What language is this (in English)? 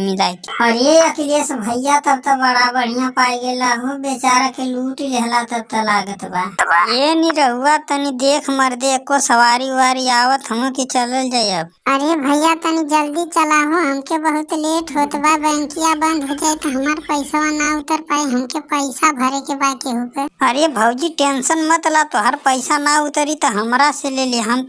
Bhojpuri